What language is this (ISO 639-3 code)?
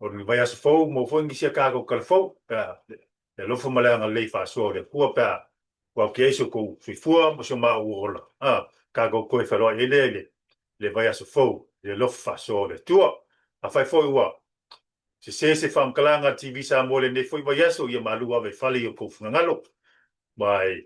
smo